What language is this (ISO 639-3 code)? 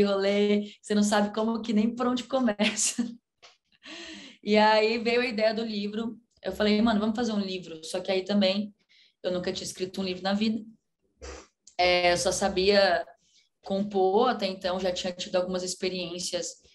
por